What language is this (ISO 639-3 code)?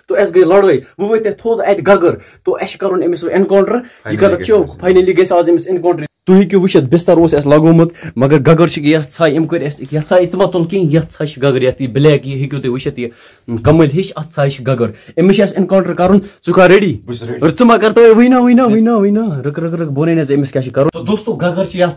kas